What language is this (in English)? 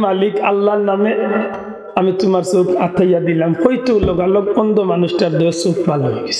Sylheti